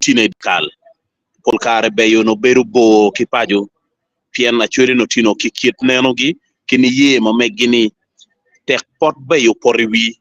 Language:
Acoli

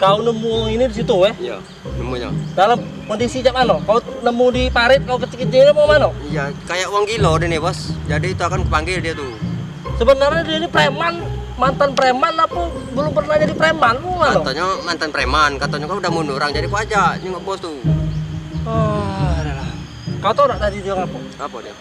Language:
Musi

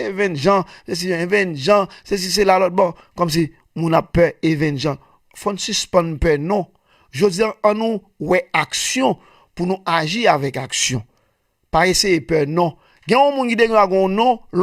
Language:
Haitian Creole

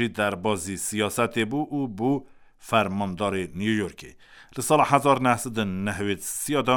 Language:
Kurdish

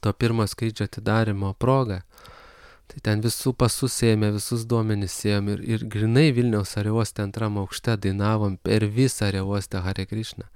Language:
Lithuanian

